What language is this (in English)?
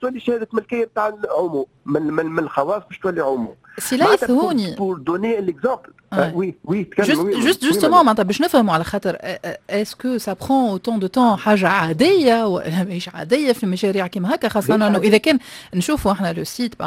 Tunisian Arabic